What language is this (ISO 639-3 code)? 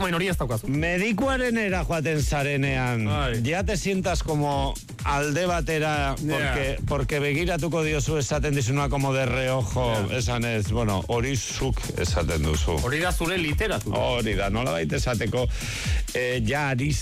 eus